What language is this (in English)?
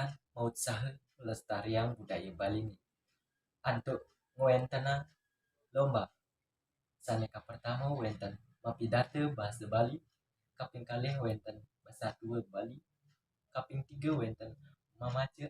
Balinese